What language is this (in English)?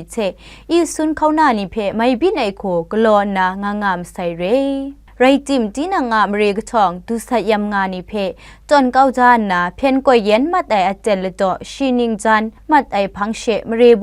Kachin